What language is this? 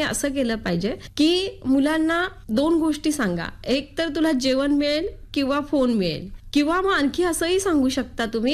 Marathi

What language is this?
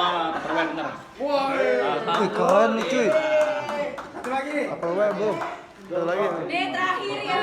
Betawi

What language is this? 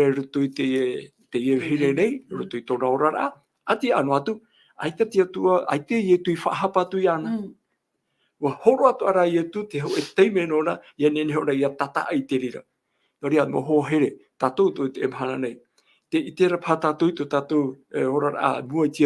Tahitian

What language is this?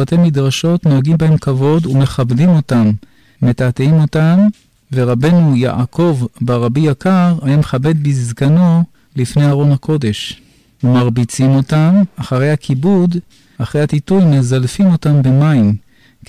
Hebrew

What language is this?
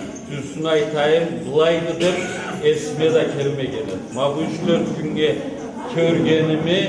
Karachay-Balkar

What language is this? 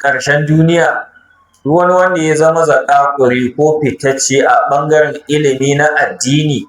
Hausa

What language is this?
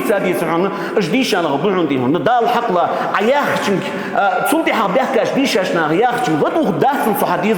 Ingush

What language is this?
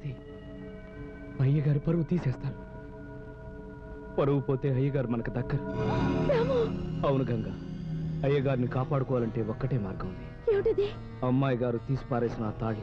Telugu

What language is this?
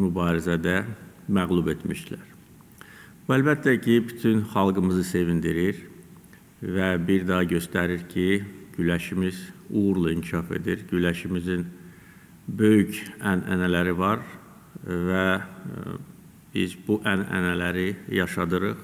Azerbaijani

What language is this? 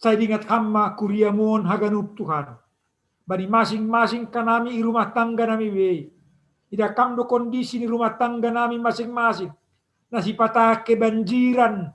Batak Simalungun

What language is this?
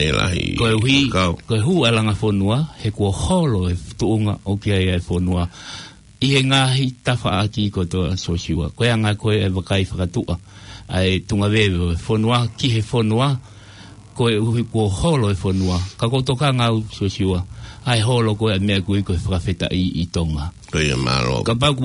Tongan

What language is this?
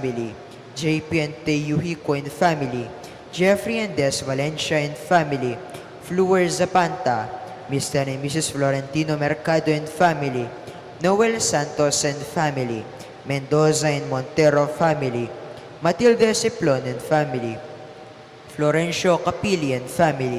Pampanga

